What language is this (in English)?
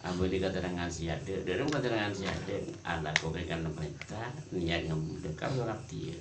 Madurese